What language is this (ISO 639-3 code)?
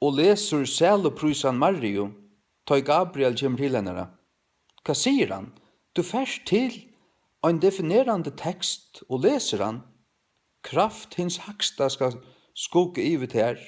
fao